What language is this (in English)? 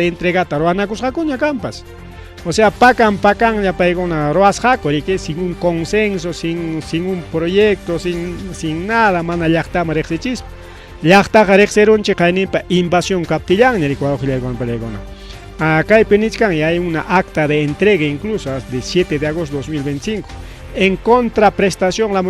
Ayacucho Quechua